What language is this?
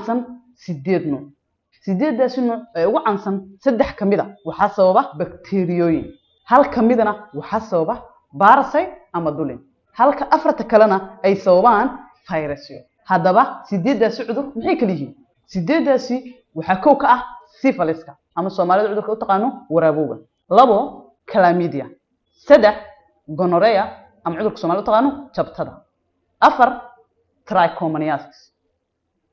Somali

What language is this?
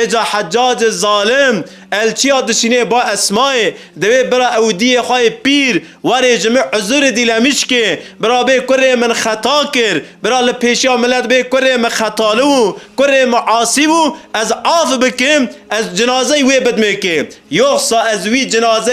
Kurdish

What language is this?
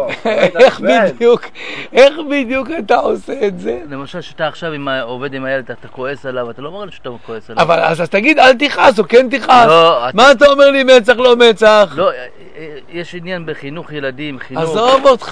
Hebrew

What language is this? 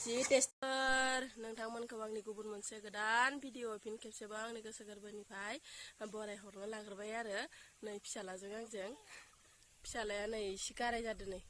Bodo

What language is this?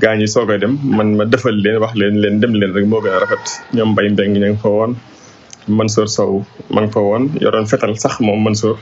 Wolof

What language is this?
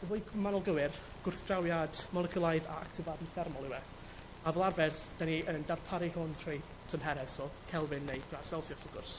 Welsh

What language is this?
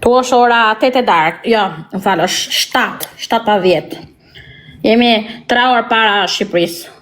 Albanian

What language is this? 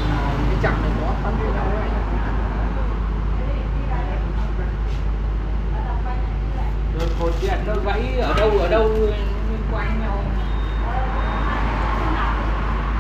Vietnamese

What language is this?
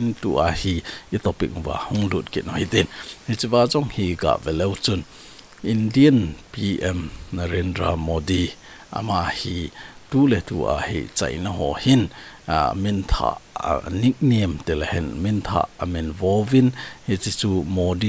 Thado Chin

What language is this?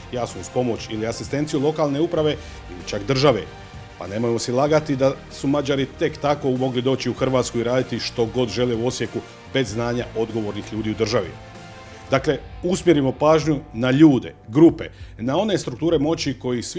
Croatian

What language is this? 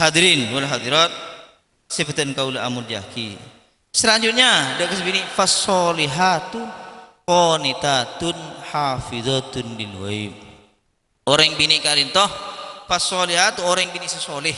Madurese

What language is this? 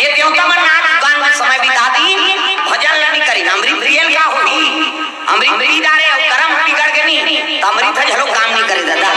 Chhattisgarhi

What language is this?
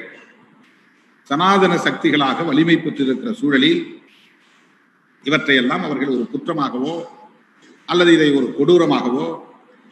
Tamil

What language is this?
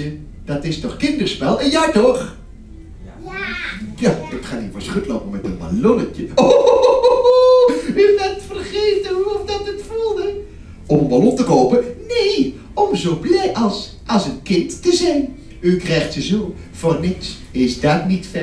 Dutch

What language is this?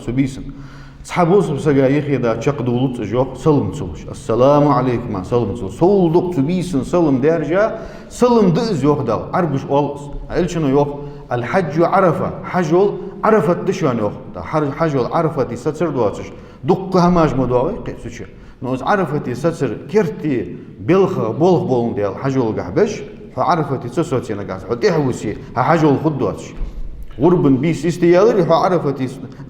Ingush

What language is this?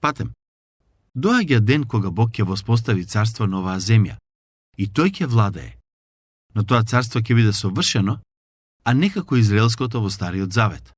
Macedonian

